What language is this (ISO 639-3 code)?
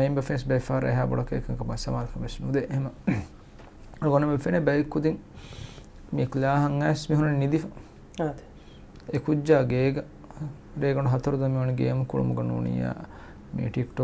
div